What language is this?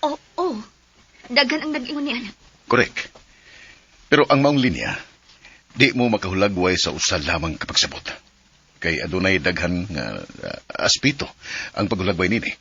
Cebuano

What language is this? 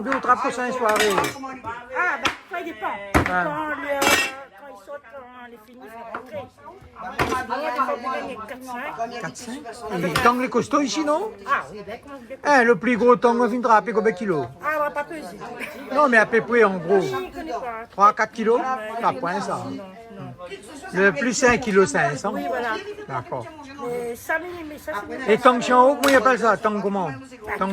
Réunion Creole French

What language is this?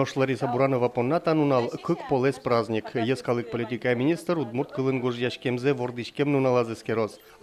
Udmurt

